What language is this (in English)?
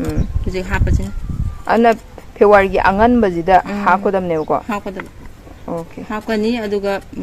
Manipuri